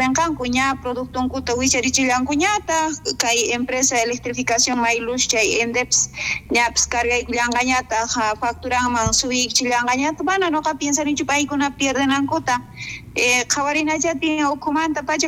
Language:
South Bolivian Quechua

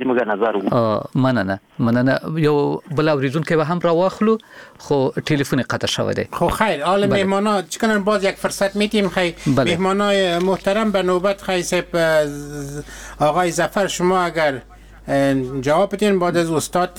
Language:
Persian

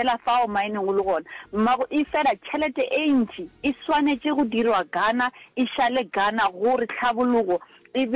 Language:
Northern Sotho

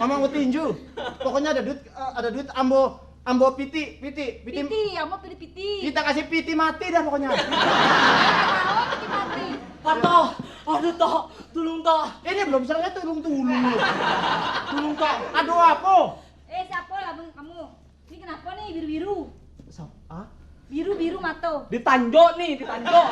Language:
Betawi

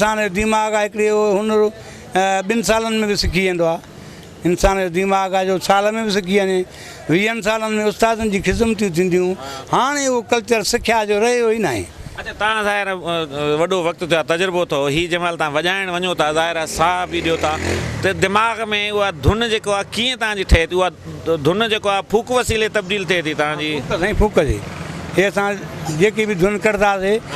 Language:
Sindhi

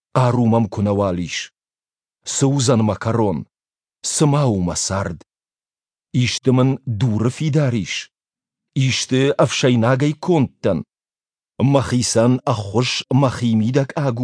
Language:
Ossetic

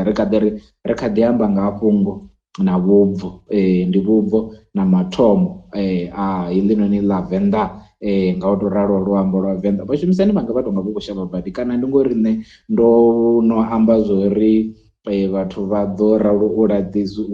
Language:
Venda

